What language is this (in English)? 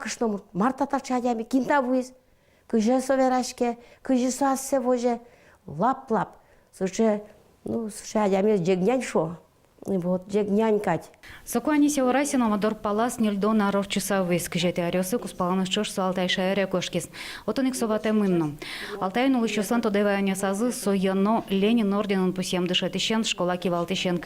Udmurt